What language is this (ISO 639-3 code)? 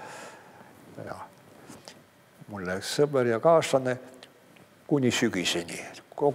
est